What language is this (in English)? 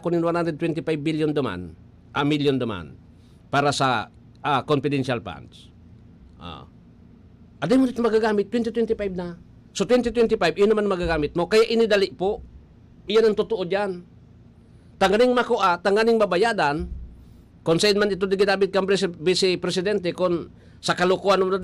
Bikol